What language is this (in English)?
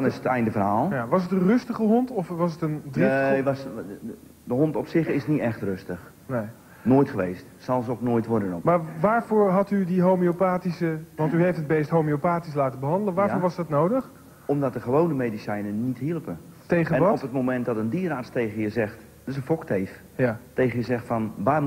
Dutch